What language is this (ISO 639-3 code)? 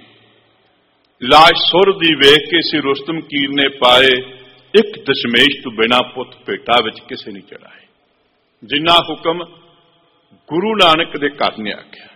pan